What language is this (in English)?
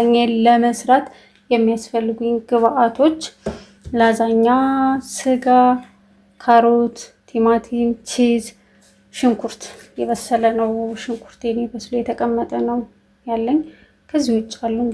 Amharic